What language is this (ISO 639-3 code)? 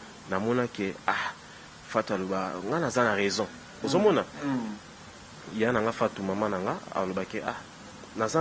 lin